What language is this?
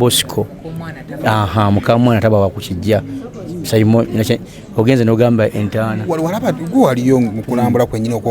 Ganda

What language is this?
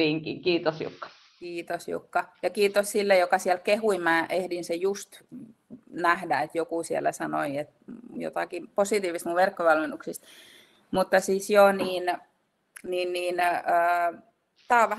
Finnish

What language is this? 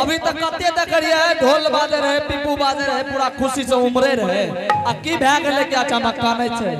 Angika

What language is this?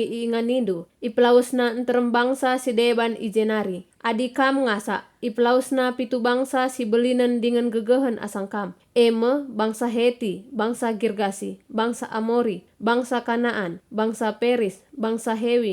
Batak Karo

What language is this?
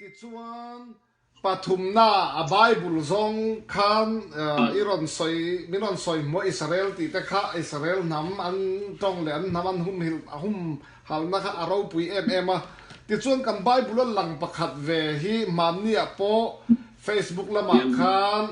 Mizo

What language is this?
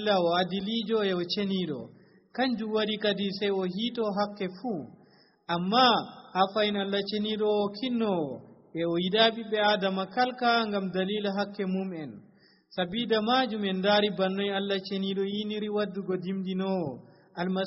Nigerian Fulfulde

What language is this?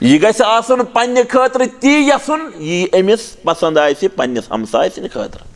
Kashmiri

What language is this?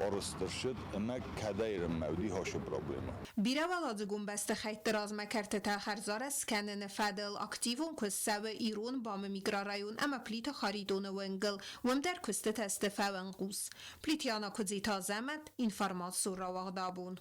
Ossetic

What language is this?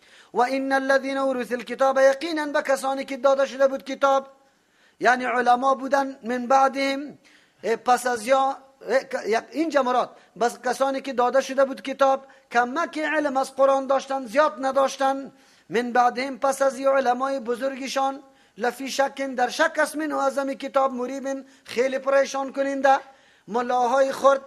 Persian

